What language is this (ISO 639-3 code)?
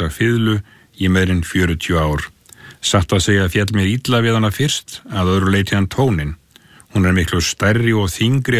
isl